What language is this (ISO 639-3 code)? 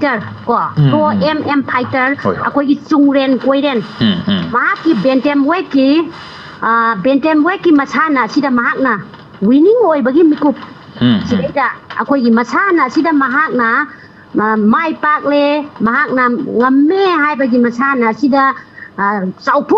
mni